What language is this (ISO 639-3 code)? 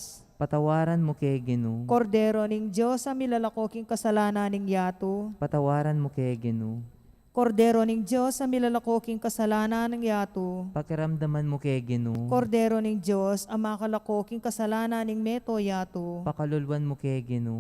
pam